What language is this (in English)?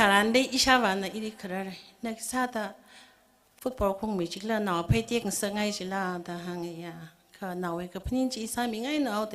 Tangkhul Naga (India)